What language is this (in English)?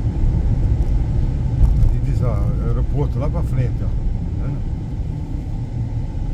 Portuguese